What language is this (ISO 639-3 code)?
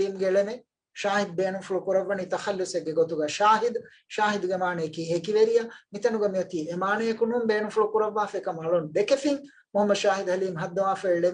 div